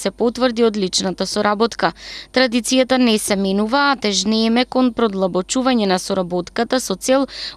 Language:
Macedonian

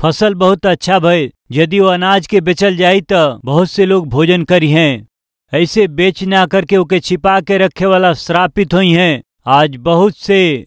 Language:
Bhojpuri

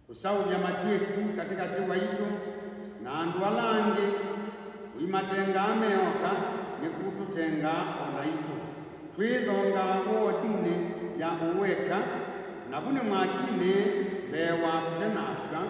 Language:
Kamba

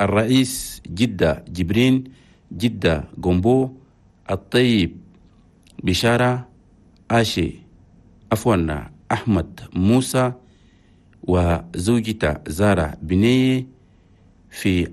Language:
Chadian Arabic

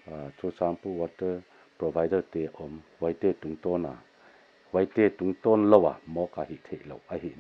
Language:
Paite Chin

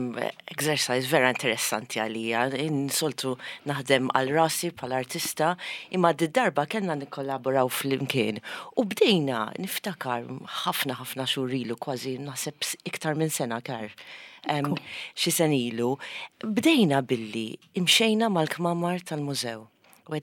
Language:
Maltese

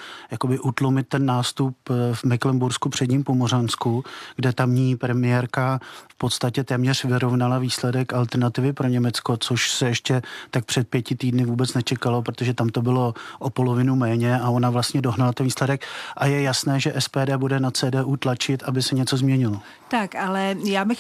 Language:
Czech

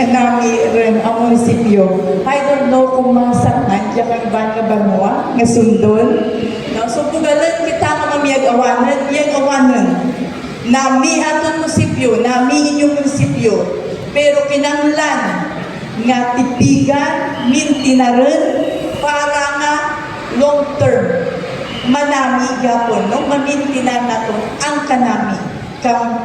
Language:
Hiligaynon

